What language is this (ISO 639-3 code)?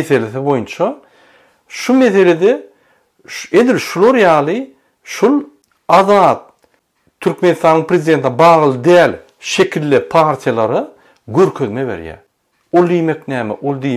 tuk